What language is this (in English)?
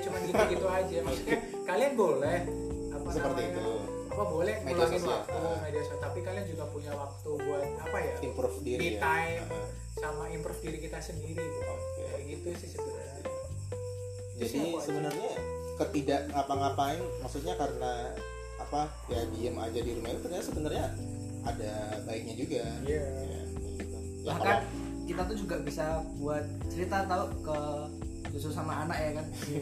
Indonesian